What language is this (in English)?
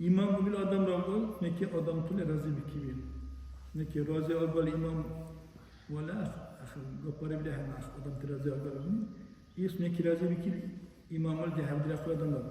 Dargwa